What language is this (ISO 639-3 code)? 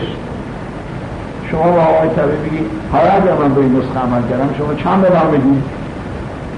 fas